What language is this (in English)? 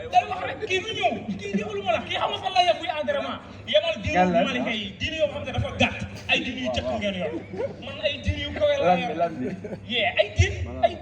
Wolof